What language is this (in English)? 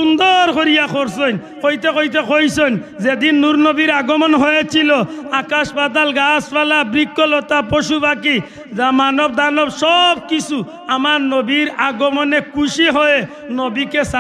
Sylheti